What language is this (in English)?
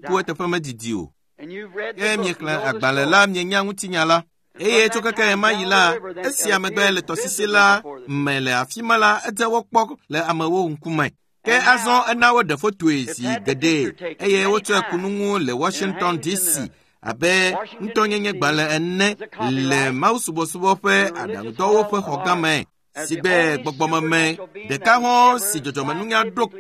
Ewe